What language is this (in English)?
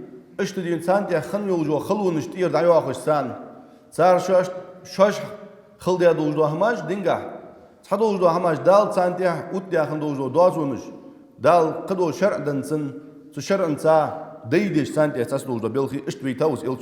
Ingush